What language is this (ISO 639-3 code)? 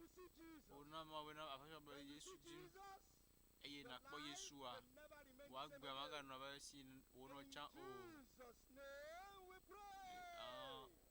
ewe